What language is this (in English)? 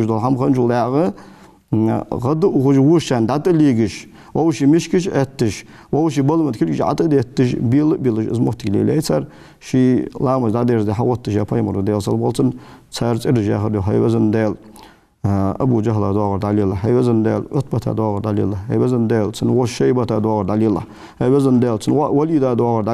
Ingush